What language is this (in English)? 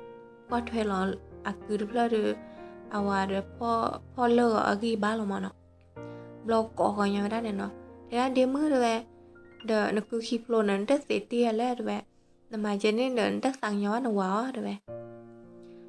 S'gaw Karen